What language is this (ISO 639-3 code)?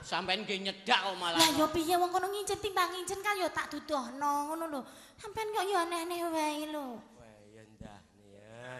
jav